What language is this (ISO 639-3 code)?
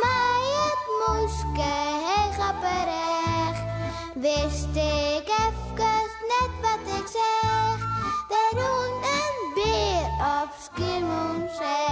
fry